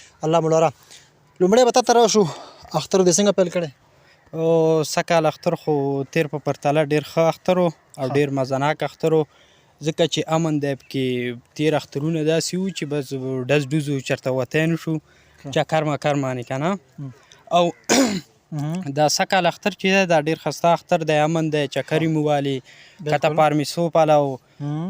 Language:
Pashto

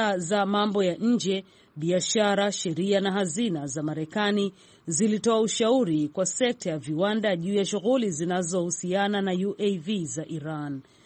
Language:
Swahili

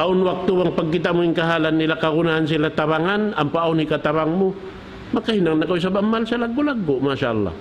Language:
Tausug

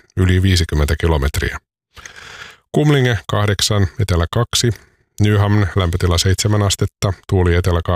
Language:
Finnish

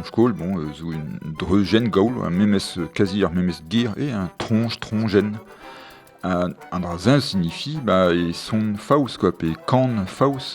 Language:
Breton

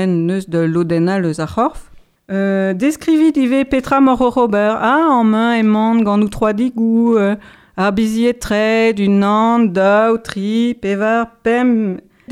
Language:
Breton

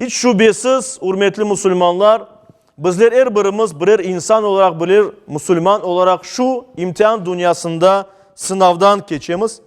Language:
Crimean Tatar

